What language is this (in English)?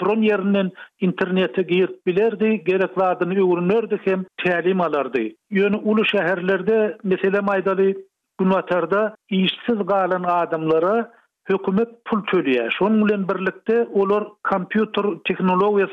Turkmen